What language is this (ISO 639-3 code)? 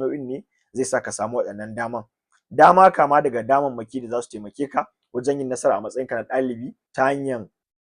hau